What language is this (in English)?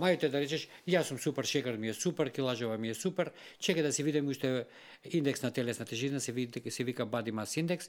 Macedonian